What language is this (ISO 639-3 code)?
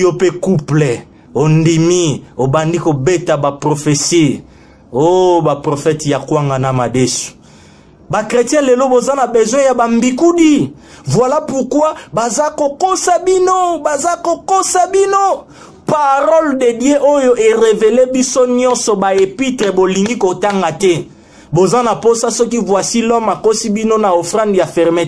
lin